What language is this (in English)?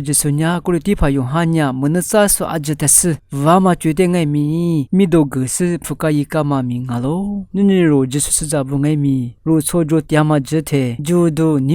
Lisu